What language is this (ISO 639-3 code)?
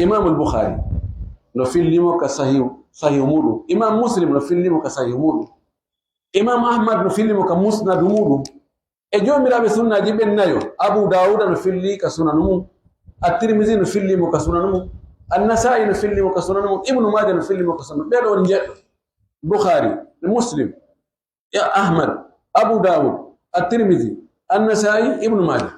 ful